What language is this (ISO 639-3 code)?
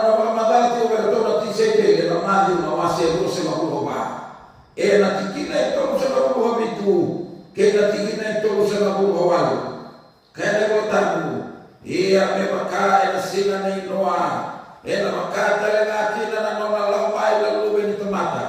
fij